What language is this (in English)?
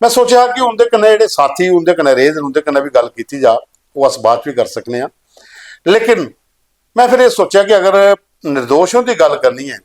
Dogri